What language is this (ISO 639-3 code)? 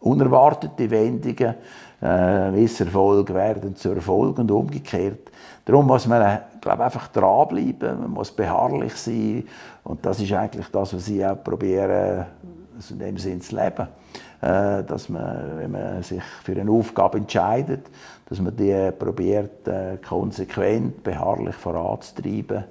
gsw